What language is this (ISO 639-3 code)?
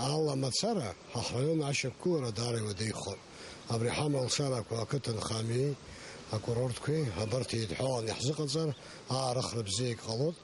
abk